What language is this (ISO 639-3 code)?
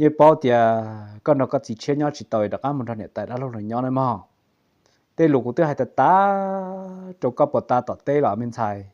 hmn